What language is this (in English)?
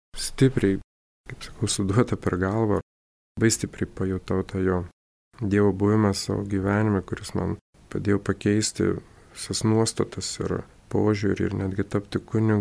Lithuanian